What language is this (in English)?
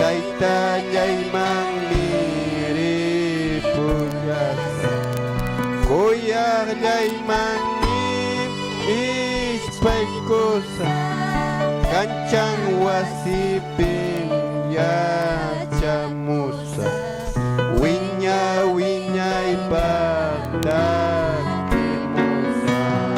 Ayacucho Quechua